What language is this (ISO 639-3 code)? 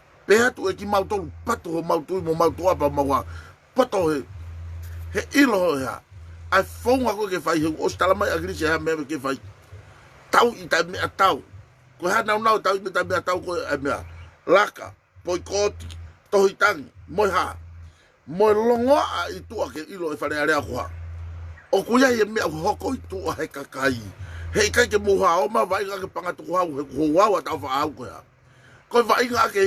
ton